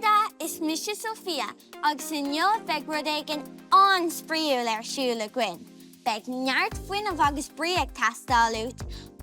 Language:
Irish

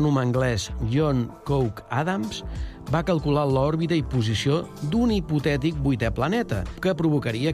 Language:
Catalan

